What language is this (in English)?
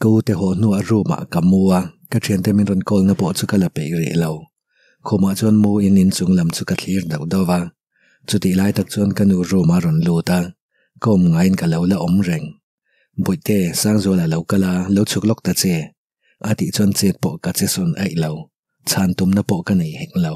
Mizo